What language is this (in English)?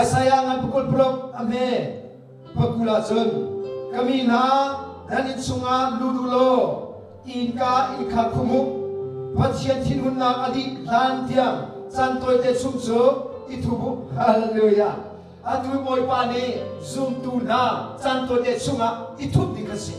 Hakha Chin